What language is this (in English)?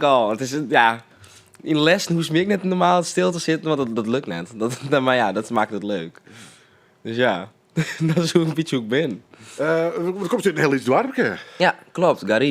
Western Frisian